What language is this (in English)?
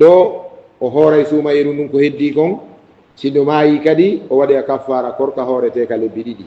Fula